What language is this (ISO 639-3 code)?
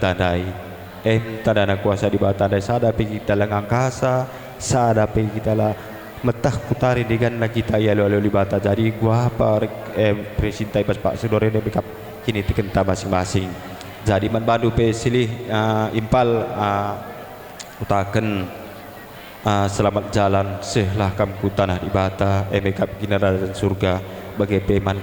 btx